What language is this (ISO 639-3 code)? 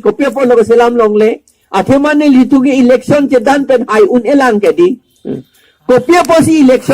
mjw